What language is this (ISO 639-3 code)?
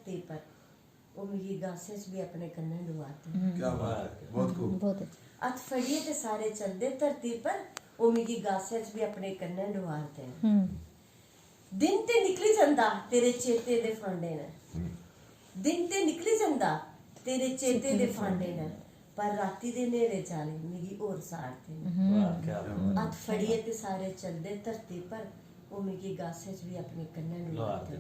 doi